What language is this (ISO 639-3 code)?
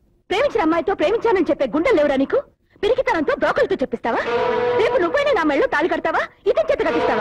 tel